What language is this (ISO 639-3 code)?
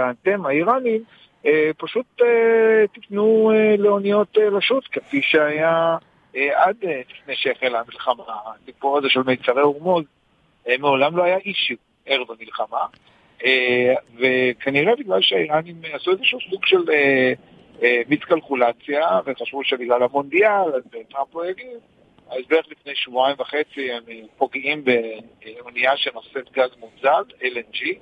heb